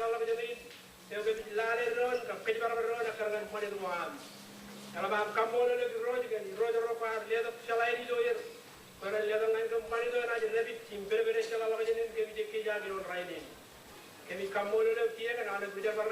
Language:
Marshallese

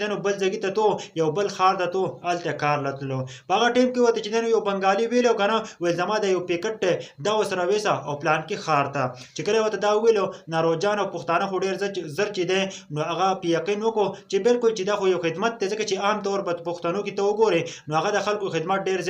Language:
Pashto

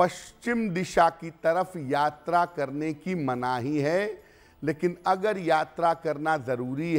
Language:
Hindi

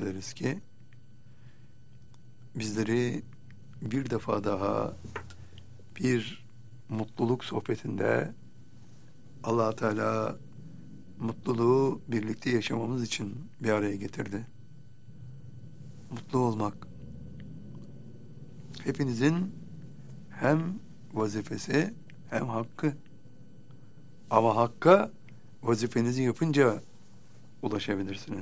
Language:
Turkish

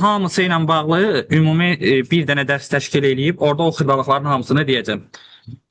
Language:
Azerbaijani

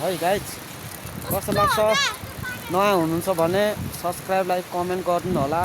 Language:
Nepali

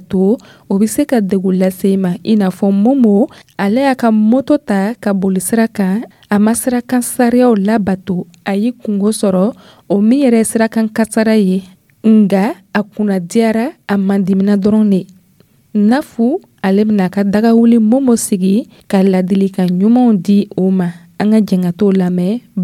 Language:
Dyula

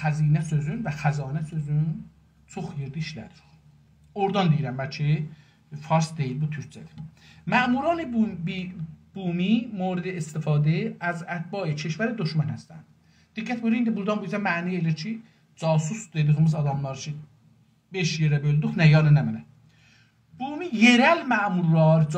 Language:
South Azerbaijani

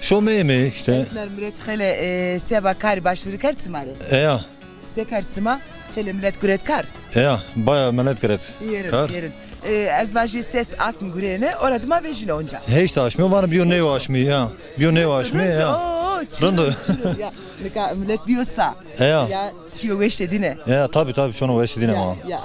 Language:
Zaza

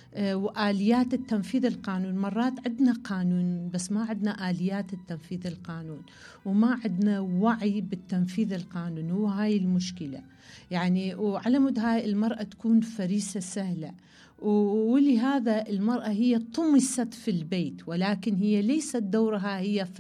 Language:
Mesopotamian Arabic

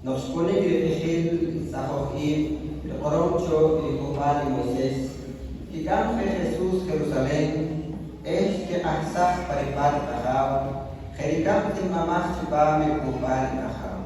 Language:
Poqomchi'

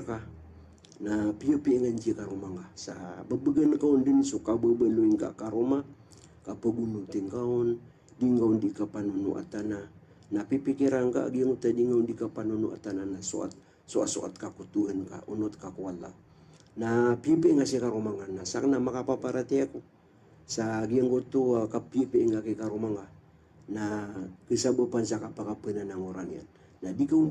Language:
Maranao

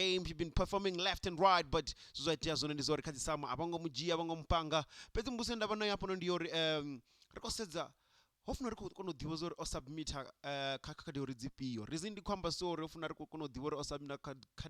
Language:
Venda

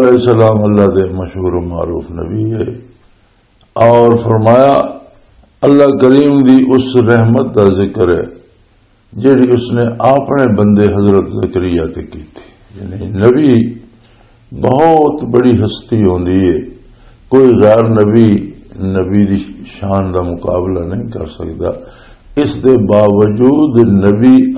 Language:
Western Panjabi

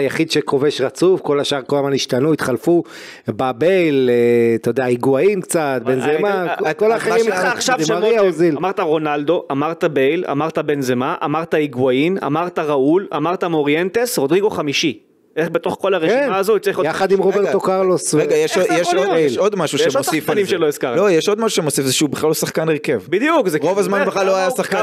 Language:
Hebrew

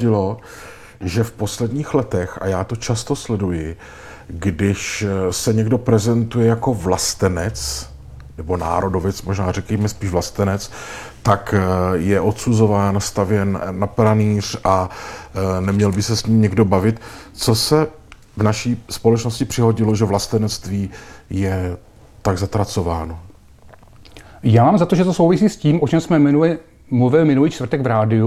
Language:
Czech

